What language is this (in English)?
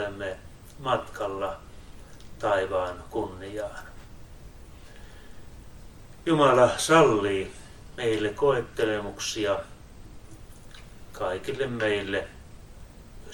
Finnish